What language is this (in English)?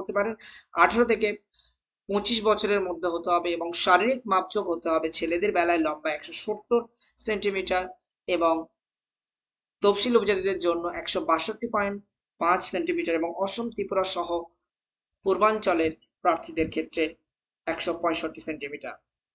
Bangla